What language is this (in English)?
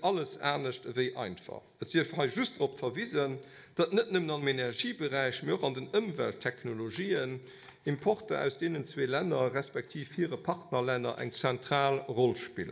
Luxembourgish